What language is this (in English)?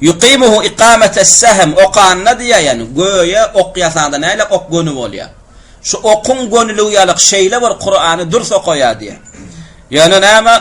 Turkmen